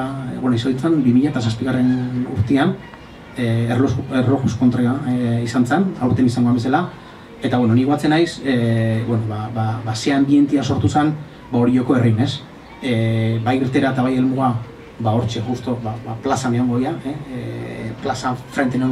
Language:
Basque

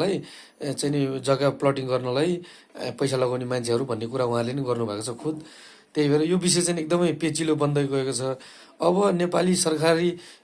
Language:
Nepali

